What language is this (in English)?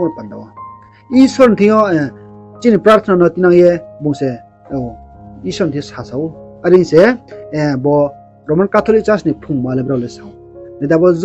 Riang (India)